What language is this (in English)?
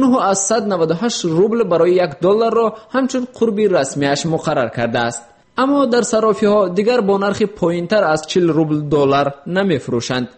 Tajik